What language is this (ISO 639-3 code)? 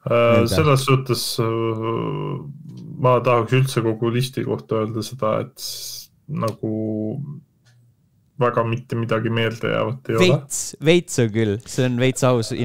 est